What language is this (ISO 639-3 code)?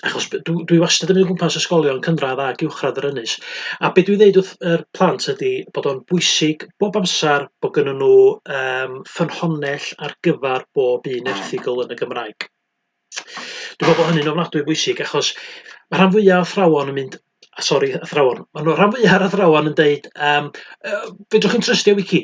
cym